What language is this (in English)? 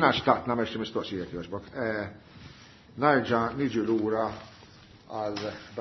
Maltese